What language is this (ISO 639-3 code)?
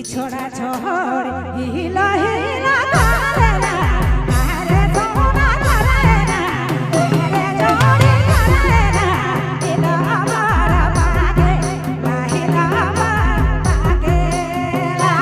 sck